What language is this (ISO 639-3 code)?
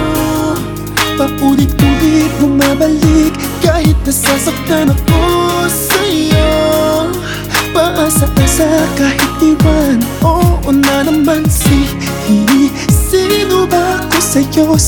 fil